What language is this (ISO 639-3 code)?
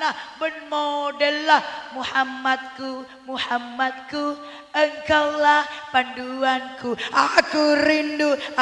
mad